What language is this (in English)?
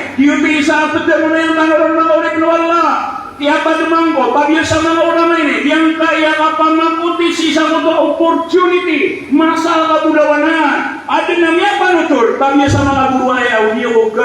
Maranao